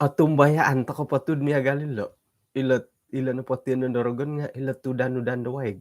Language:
Central Dusun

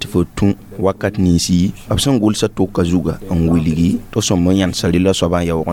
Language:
Mossi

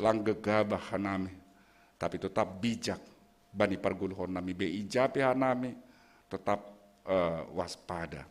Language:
Batak Simalungun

